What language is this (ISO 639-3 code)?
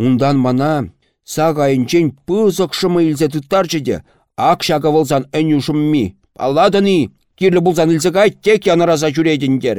chv